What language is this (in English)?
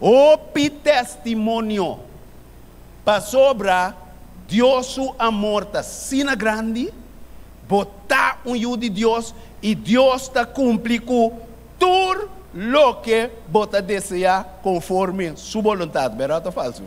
Papiamento